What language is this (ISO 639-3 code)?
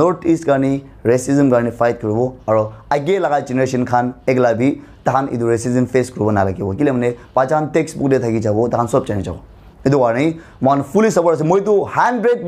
nag